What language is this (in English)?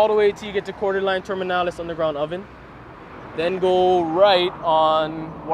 Hawaiian